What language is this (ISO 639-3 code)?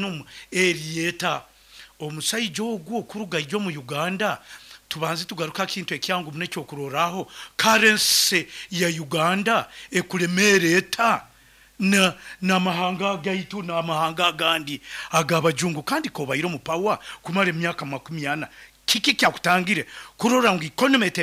nyn